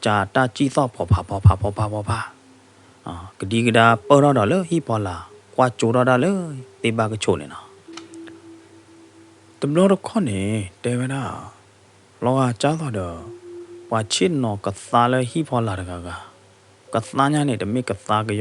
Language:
S'gaw Karen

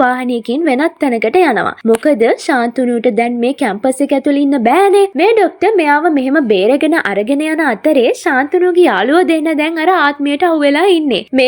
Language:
Sinhala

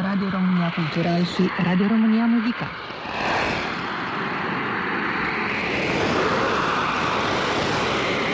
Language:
Romanian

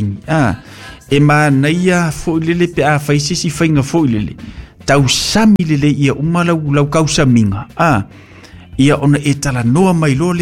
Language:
Samoan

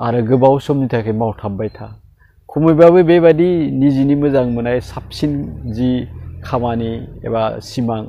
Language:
Bodo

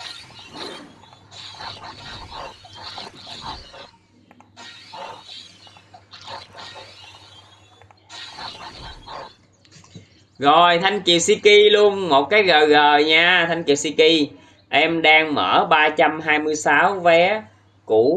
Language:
Vietnamese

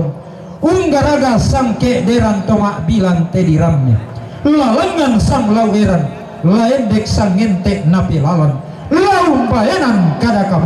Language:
Toraja-Sa'dan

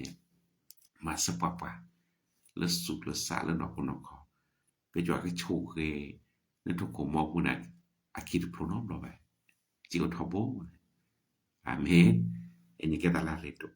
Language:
S'gaw Karen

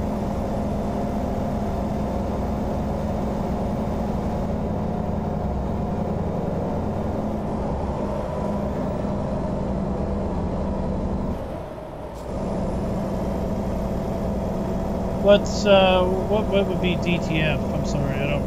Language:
English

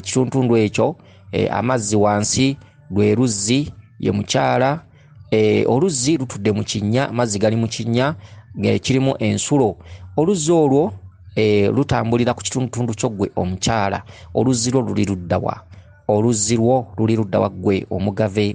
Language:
Ganda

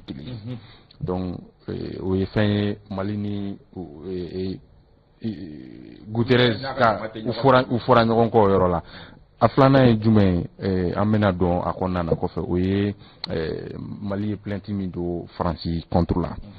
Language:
Bambara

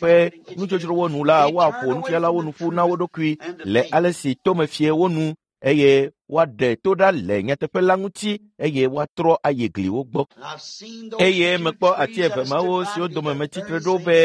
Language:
Ewe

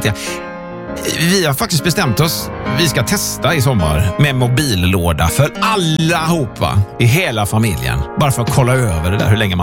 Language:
Swedish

